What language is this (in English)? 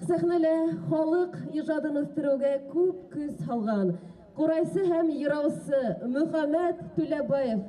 Bashkir